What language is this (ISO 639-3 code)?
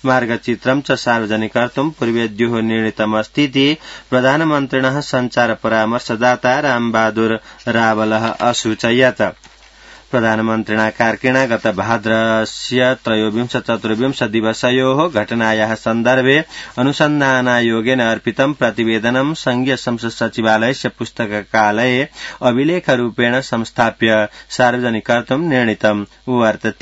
san